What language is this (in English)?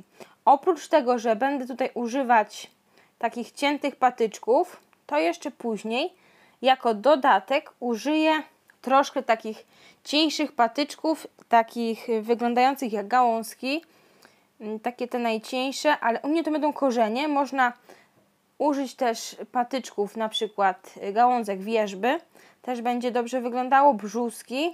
Polish